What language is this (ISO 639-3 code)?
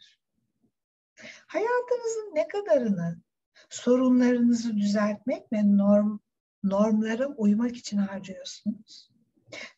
tur